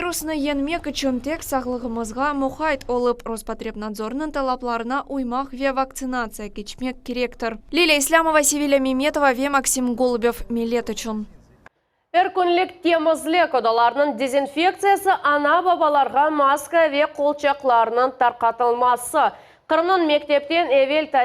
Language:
Crimean Tatar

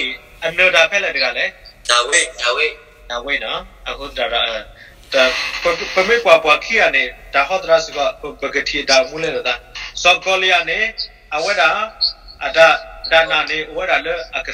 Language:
S'gaw Karen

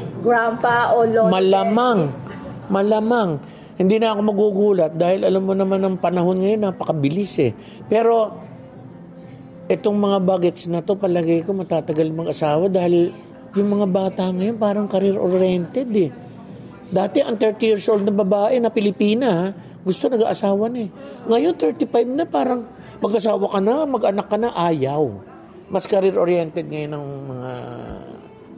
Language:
Filipino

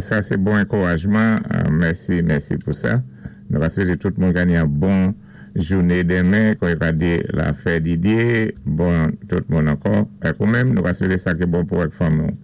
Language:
Saint Lucian Creole French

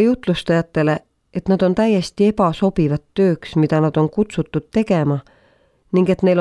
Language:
Estonian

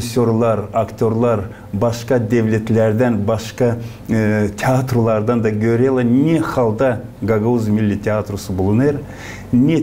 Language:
Gagauz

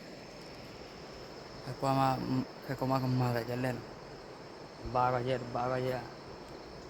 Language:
S'gaw Karen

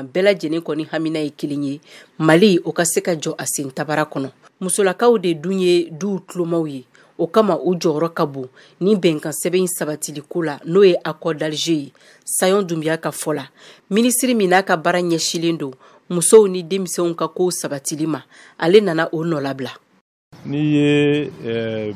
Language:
Bambara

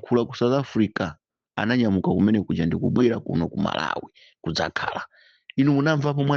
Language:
Nyanja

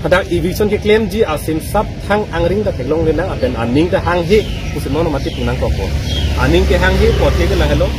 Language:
Karbi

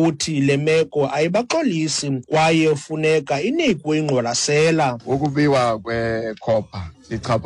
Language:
Xhosa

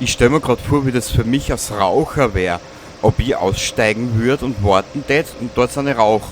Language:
Bavarian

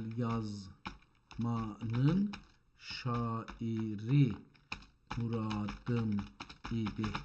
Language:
South Azerbaijani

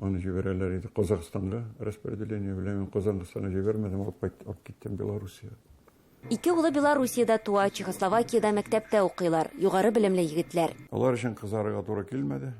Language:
Tatar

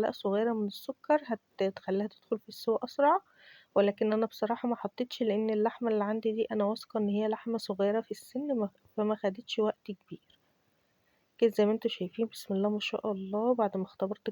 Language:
Egyptian Arabic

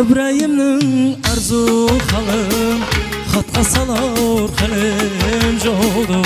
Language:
Kara-Kalpak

